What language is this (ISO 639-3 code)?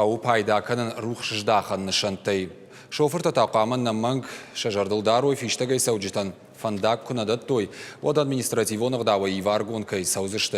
oss